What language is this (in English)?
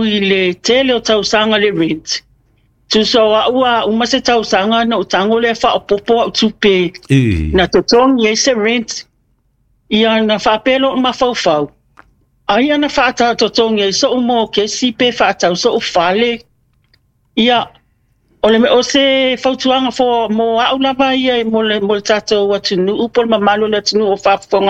Samoan